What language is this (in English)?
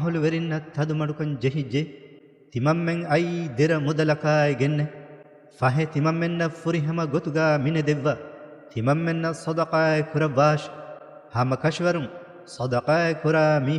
Divehi